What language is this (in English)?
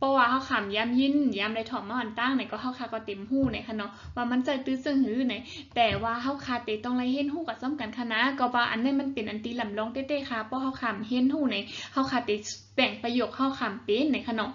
Shan